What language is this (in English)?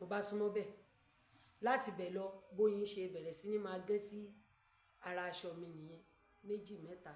Yoruba